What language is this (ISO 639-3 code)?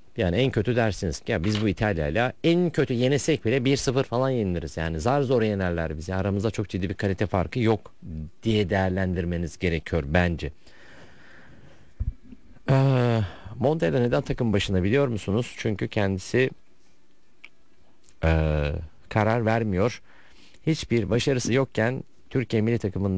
tur